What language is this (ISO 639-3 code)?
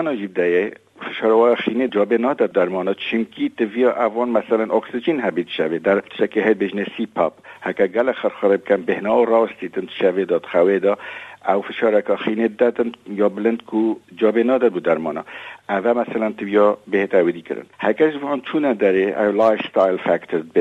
kur